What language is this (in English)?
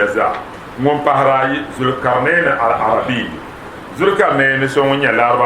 Dagbani